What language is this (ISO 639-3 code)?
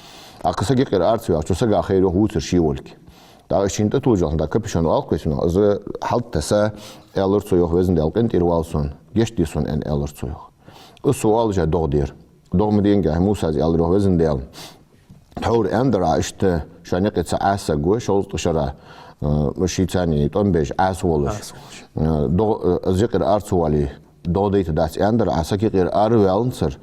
inh